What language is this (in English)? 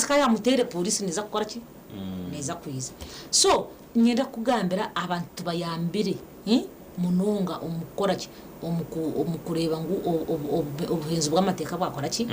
Nyankole